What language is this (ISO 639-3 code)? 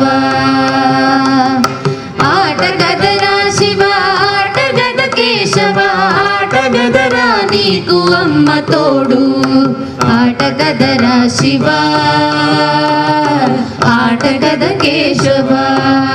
tel